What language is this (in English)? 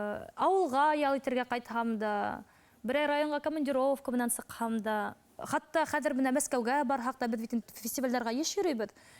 Bashkir